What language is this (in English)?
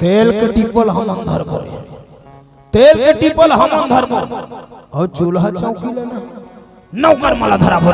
Chhattisgarhi